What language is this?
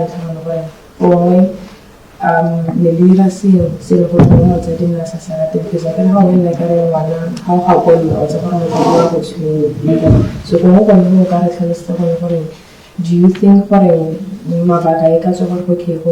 Tswana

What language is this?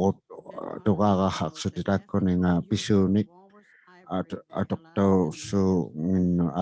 Inuktitut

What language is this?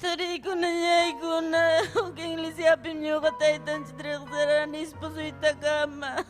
Ayacucho Quechua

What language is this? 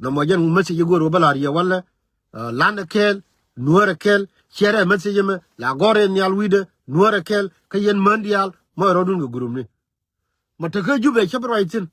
Nuer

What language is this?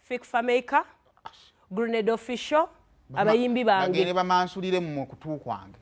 Ganda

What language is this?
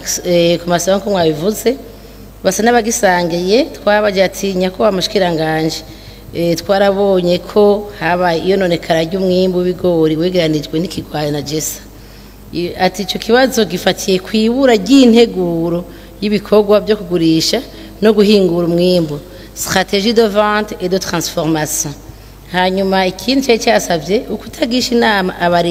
Rundi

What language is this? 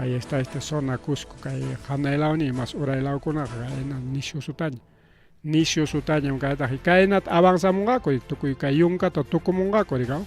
Ayacucho Quechua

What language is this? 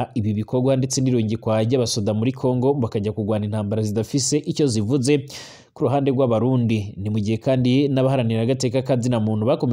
Rundi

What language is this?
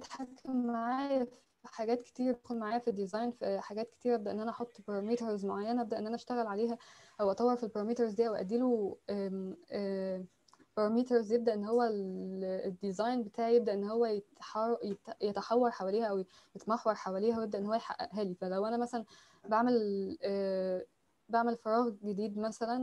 Egyptian Arabic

